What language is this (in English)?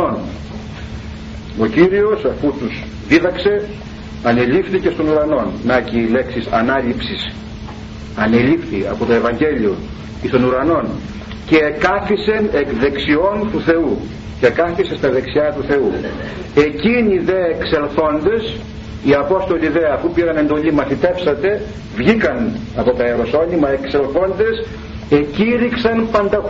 Greek